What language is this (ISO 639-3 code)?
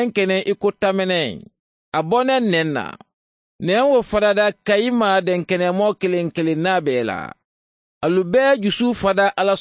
bam